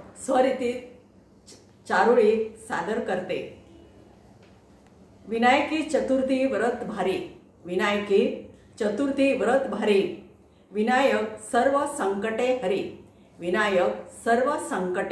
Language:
Marathi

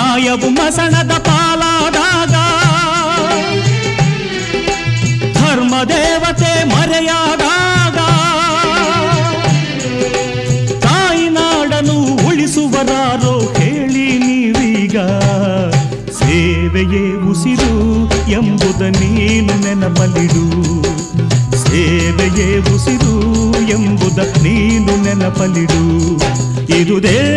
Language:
Kannada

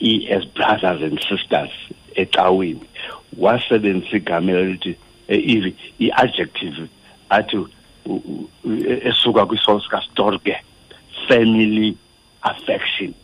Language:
Xhosa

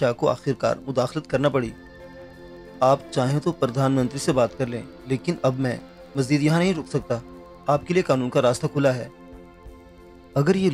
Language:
Urdu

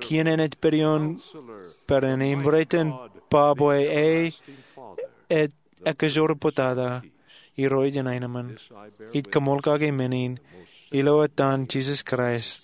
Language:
Marshallese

